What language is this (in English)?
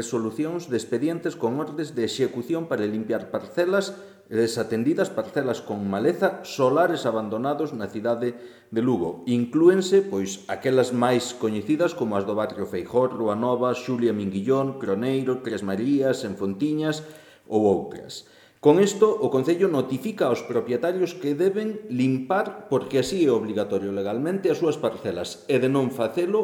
Galician